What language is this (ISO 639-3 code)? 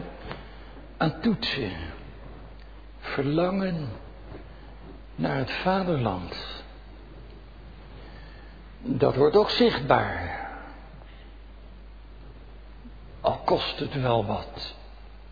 nld